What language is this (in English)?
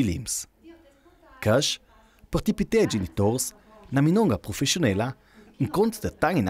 Ladin